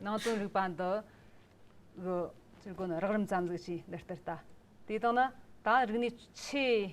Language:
Amdo Tibetan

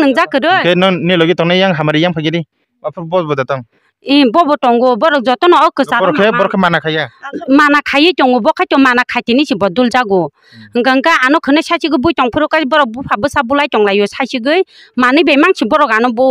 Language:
Kok Borok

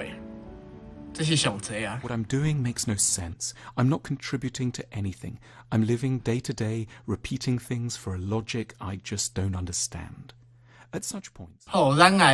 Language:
Min Nan Chinese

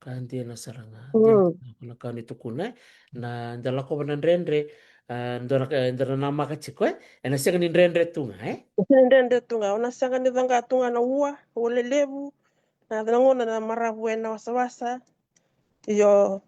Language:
Fijian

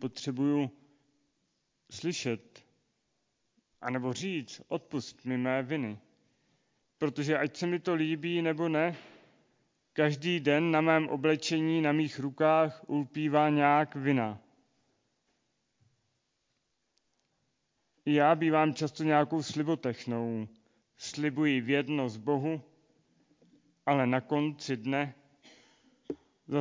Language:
Czech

